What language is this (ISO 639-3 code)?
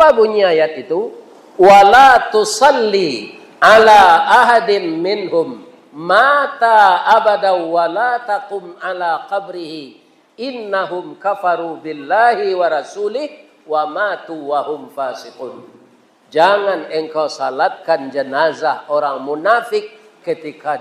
min